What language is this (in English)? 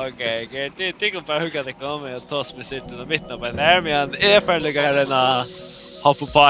Faroese